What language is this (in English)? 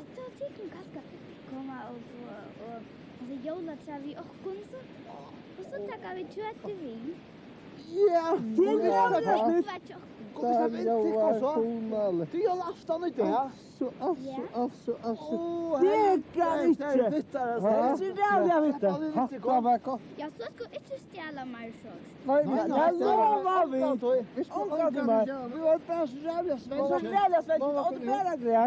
Faroese